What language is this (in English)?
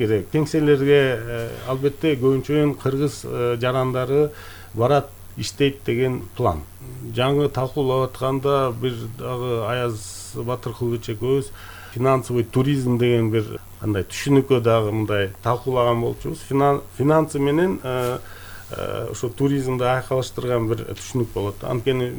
Kyrgyz